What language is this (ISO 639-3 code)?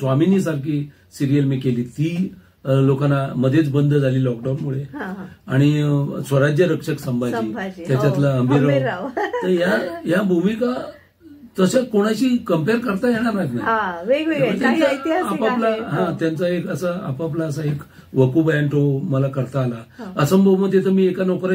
mar